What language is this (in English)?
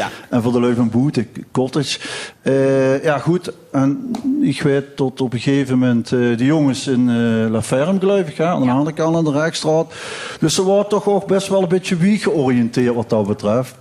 Limburgish